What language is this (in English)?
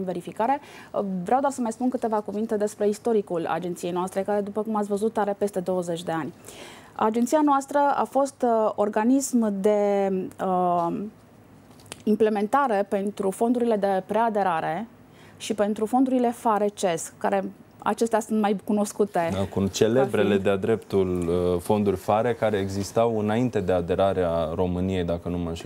Romanian